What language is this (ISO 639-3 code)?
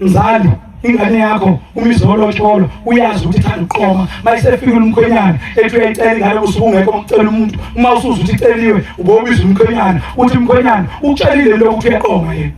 zul